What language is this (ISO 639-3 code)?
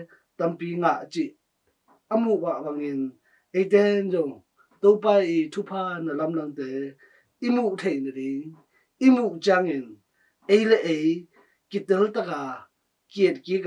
ctd